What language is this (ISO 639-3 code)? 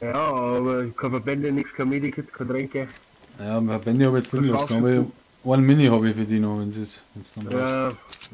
bar